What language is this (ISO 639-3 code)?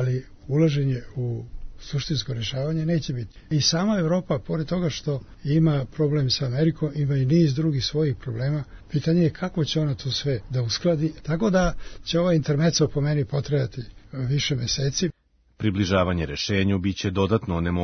srp